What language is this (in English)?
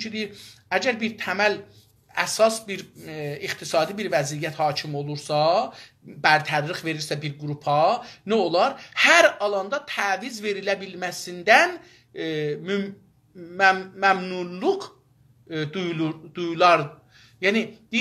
South Azerbaijani